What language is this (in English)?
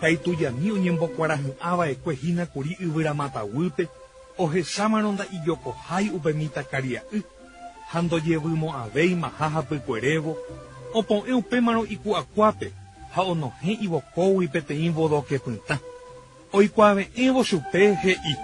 Guarani